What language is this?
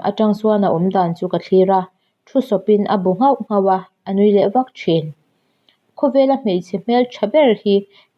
Mizo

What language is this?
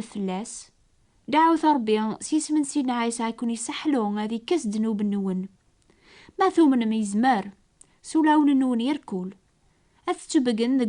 Kabyle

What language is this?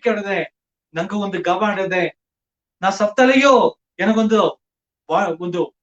Badaga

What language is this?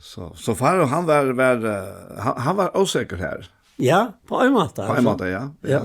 Faroese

